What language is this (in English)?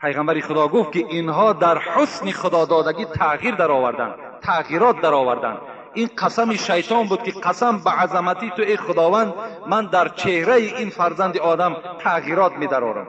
Tajik